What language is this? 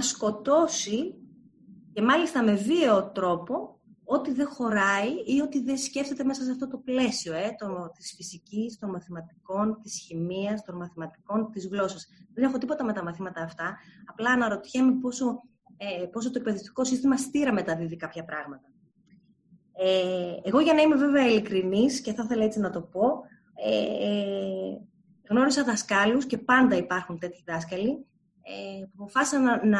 Greek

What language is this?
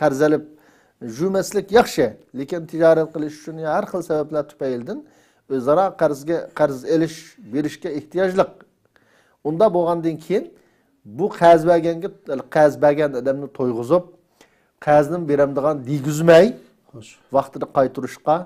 Uyghur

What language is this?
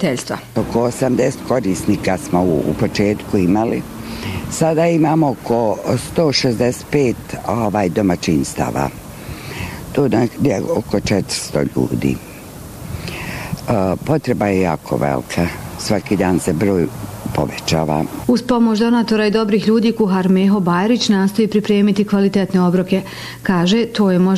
Bosnian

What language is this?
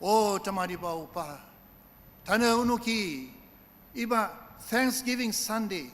Ao Naga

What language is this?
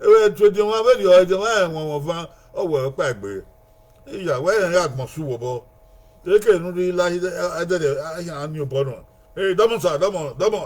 Bini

